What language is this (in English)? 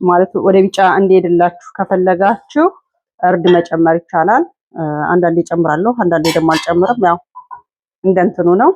Amharic